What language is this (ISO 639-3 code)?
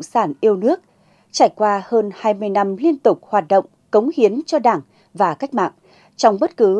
vie